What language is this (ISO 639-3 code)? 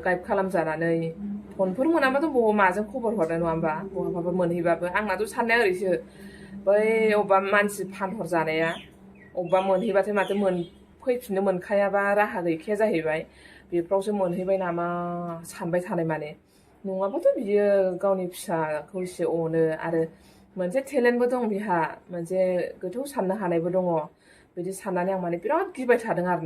brx